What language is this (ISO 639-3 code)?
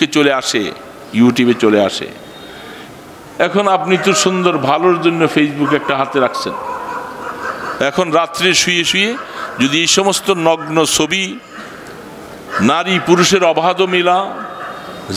ben